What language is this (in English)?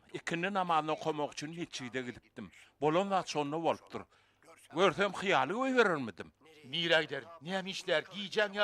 Turkmen